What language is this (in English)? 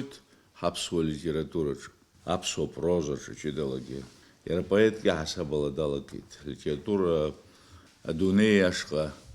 Abkhazian